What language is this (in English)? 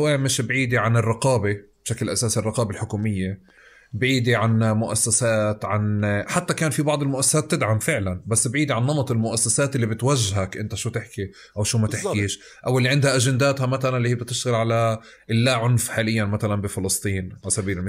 North Levantine Arabic